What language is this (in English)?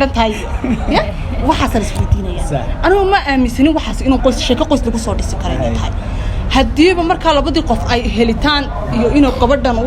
Somali